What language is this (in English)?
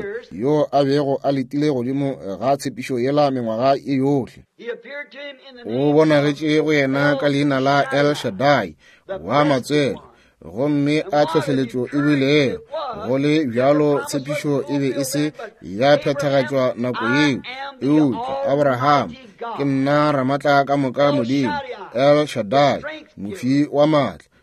Northern Sotho